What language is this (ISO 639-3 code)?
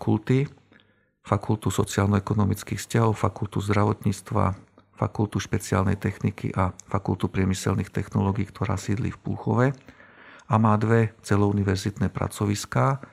slk